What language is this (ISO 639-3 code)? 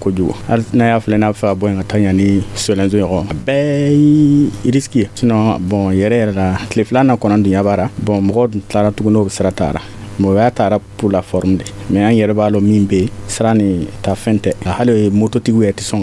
dyu